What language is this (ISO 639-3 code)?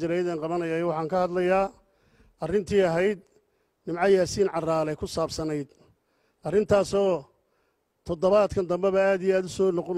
som